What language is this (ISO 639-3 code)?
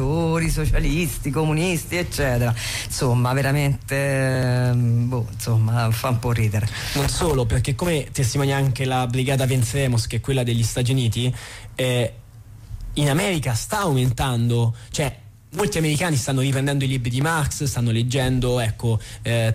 ita